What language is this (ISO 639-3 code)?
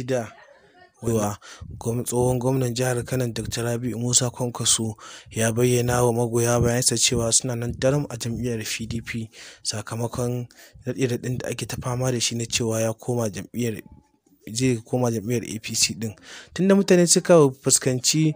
hau